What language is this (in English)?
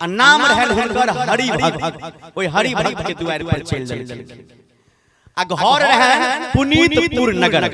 Maithili